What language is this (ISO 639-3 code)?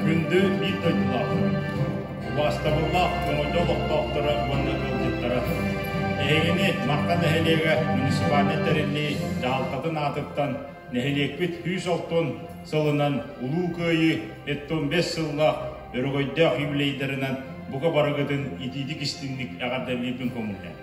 sah